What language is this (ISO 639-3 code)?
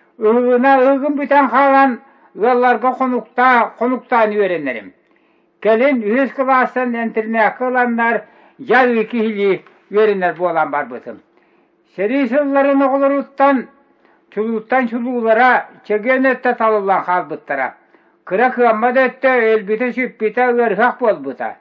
sah